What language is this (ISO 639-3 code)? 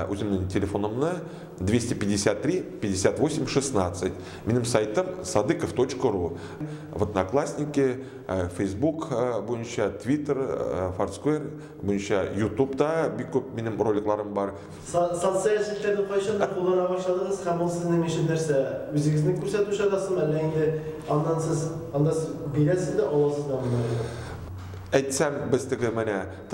tat